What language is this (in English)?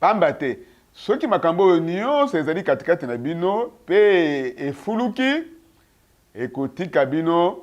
Lingala